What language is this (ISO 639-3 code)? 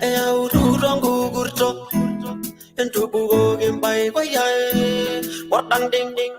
mas